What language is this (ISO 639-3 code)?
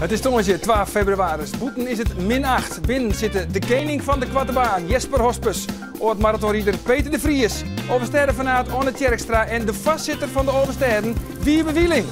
fry